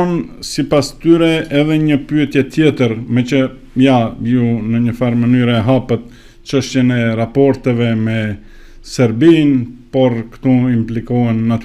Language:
Albanian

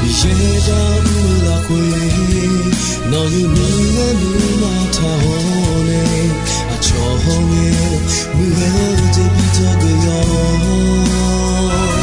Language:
Akha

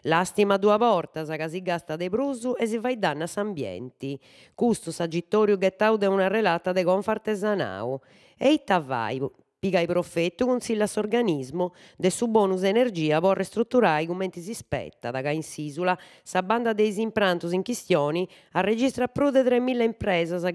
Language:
Sardinian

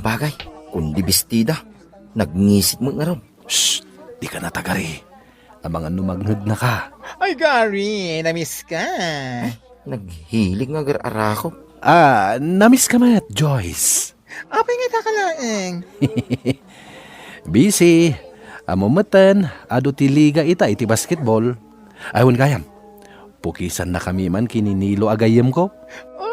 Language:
Iloko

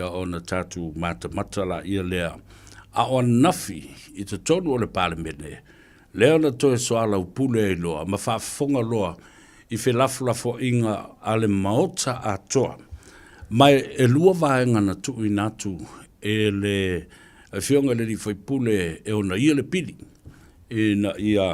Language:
Samoan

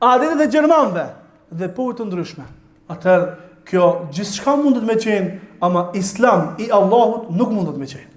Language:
Albanian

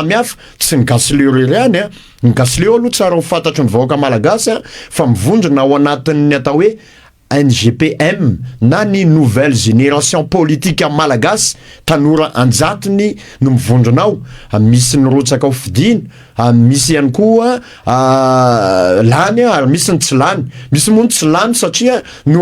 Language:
Malagasy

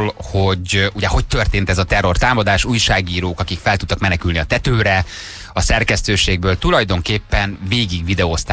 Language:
Hungarian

